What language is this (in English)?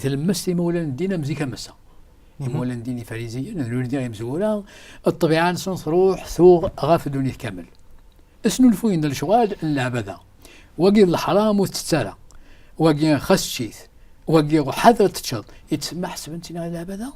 Kabyle